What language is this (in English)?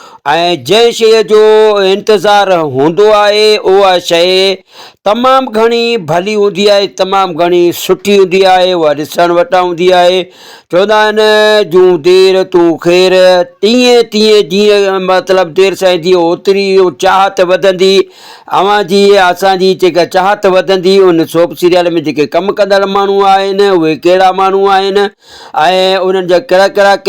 Sindhi